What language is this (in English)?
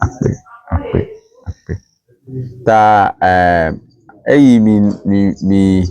Ewe